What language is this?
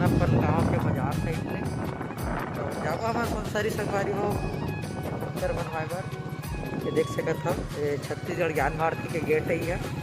Chhattisgarhi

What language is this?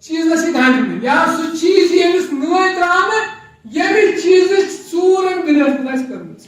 Kashmiri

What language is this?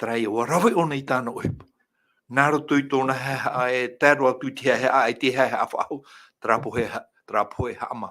Tahitian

